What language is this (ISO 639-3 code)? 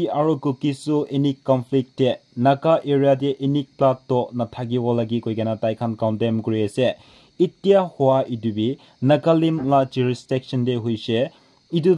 nag